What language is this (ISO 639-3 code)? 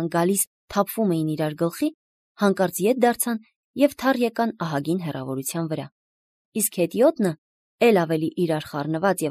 hye